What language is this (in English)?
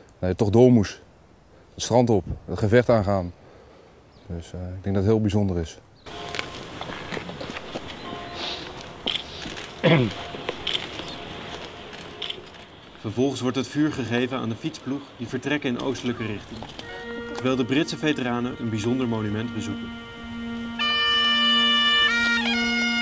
Dutch